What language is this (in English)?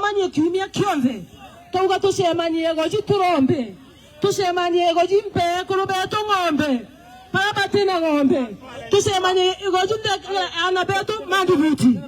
Meru